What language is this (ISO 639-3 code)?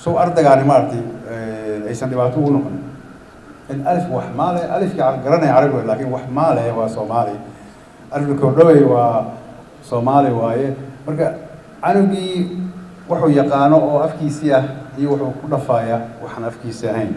som